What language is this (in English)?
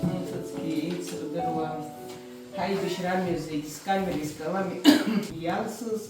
Abkhazian